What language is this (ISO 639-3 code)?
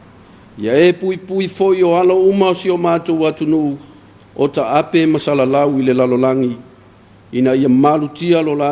smo